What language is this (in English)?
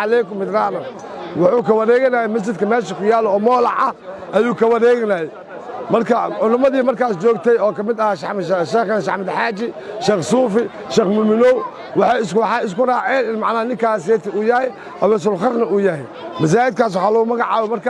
Somali